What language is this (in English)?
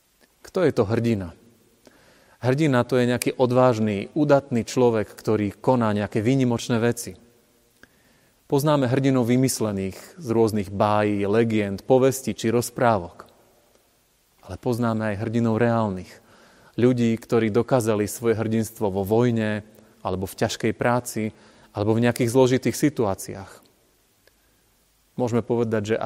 Slovak